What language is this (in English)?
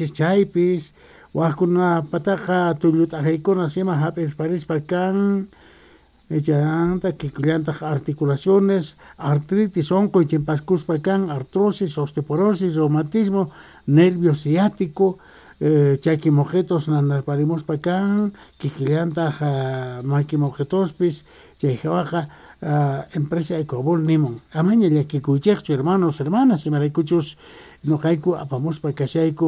South Bolivian Quechua